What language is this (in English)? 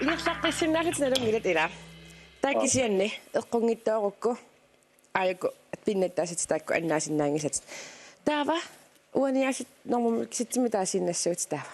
Kalaallisut